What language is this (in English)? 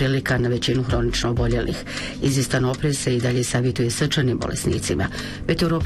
Bosnian